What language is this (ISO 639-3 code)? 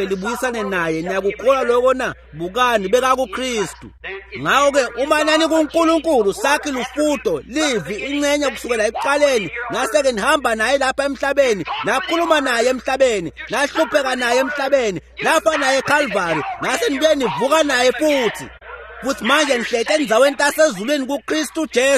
ssw